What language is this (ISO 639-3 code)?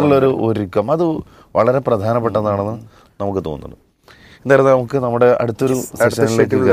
mal